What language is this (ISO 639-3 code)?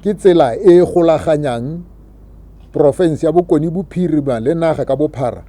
tsn